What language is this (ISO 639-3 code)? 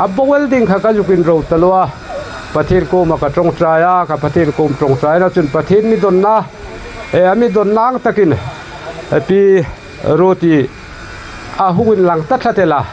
hmr